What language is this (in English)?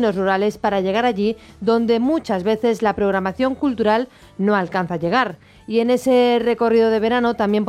Spanish